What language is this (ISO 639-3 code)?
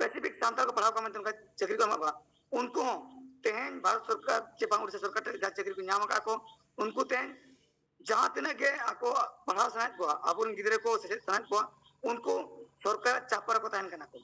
sat